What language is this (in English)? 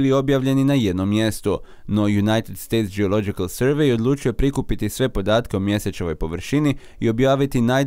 Croatian